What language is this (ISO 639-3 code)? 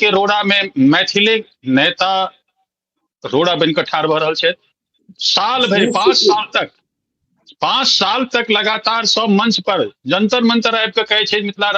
mai